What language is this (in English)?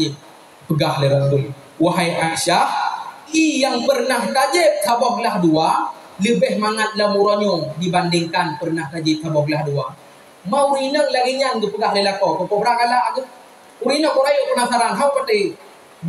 Achinese